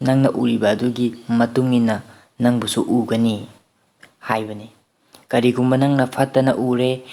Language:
Manipuri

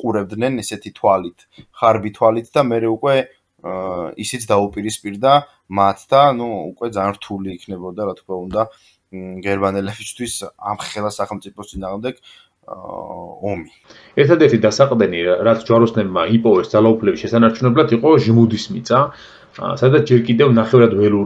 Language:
Georgian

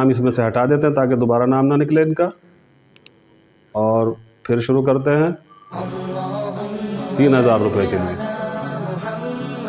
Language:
Urdu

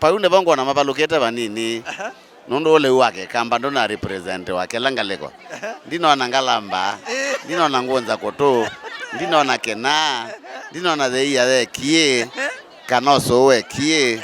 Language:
Kamba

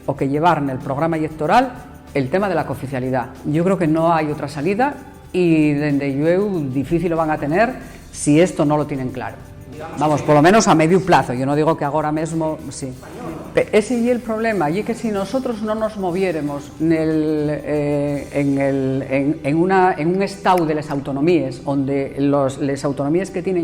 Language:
Asturian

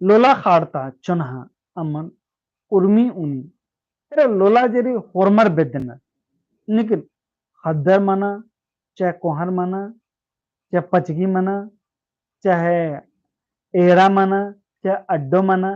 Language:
Kurukh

